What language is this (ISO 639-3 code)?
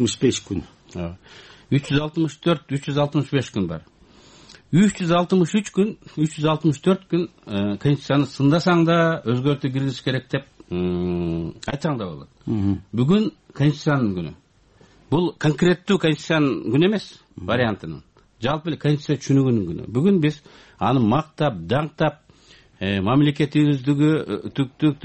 kir